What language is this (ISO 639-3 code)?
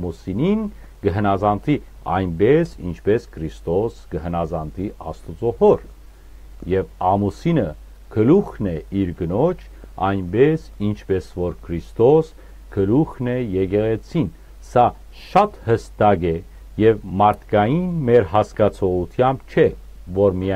hyw